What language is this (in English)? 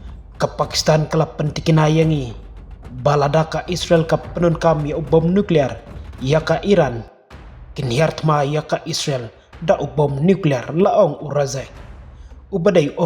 Khasi